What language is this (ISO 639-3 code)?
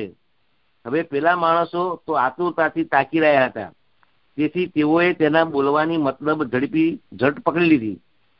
guj